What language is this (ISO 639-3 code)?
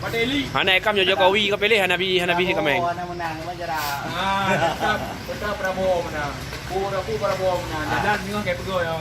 ace